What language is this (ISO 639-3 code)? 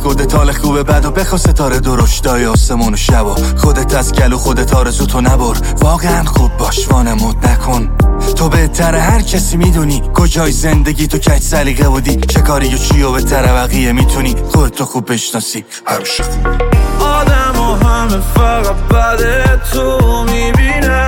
fas